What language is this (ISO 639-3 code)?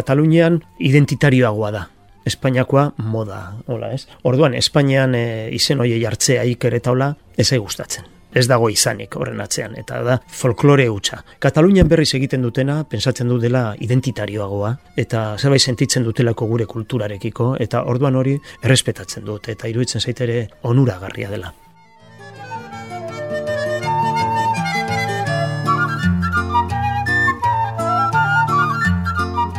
eus